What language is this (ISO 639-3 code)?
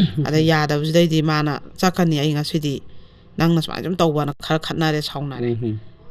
mni